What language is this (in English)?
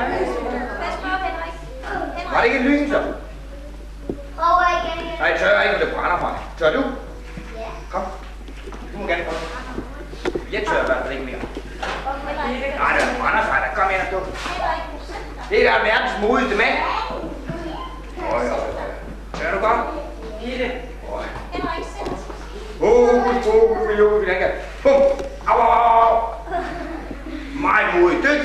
Danish